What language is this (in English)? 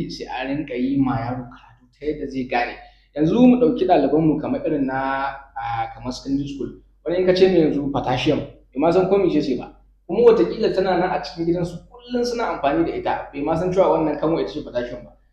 Hausa